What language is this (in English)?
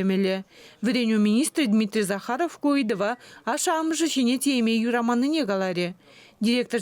Chuvash